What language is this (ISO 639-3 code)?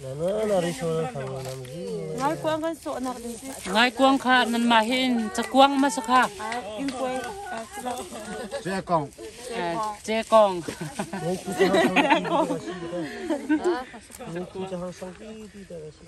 cnh